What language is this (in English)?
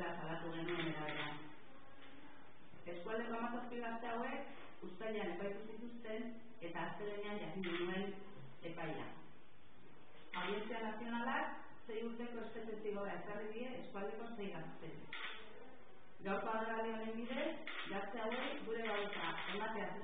Basque